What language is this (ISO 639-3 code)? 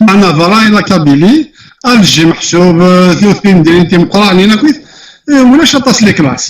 kab